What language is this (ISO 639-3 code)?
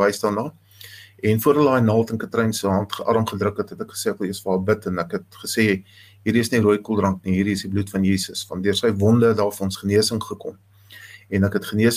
afr